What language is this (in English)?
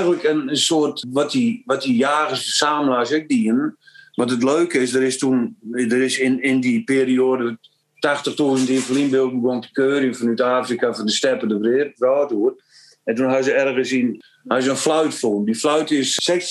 Western Frisian